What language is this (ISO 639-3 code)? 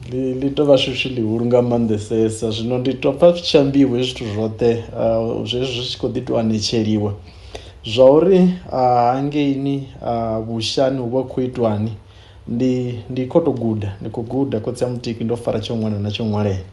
ven